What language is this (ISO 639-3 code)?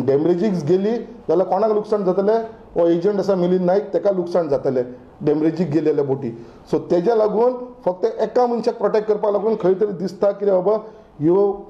kok